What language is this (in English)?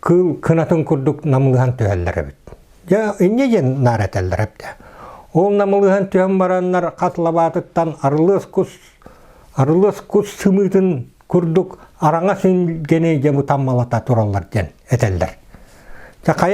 Yakut